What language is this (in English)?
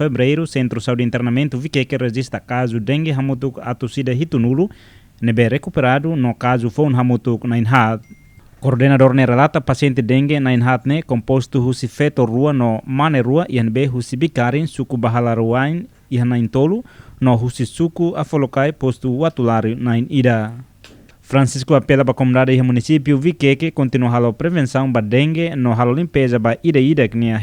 Tetum